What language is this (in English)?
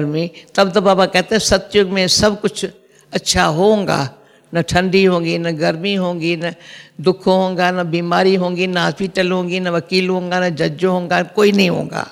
Hindi